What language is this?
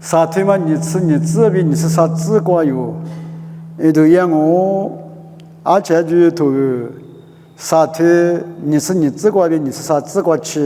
Lisu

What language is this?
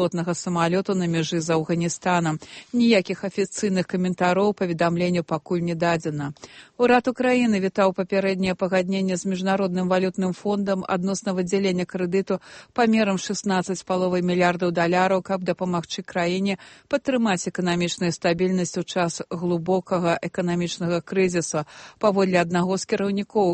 Belarusian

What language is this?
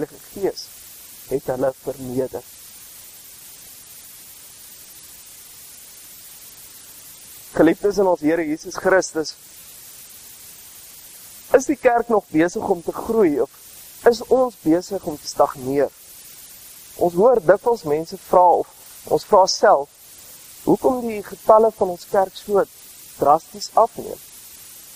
Afrikaans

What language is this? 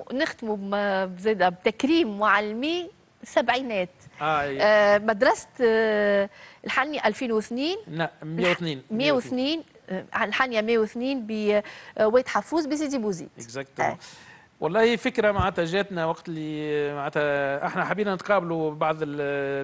Tunisian Arabic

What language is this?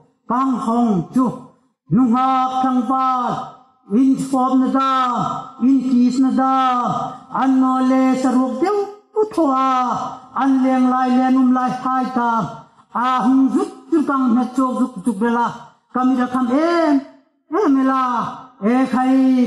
Hmar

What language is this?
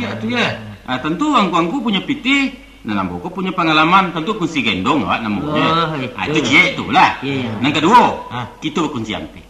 Minangkabau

